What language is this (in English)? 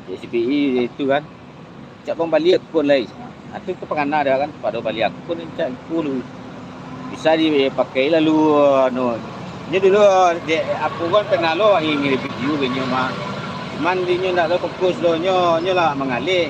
Minangkabau